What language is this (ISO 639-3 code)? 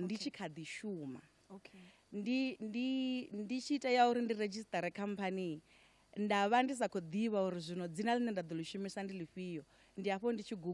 ven